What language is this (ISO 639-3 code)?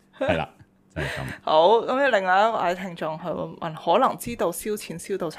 yue